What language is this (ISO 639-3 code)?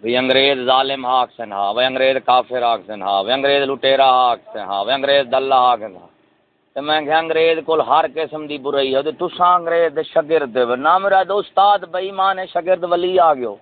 skr